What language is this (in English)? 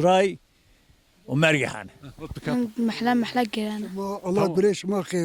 Zaza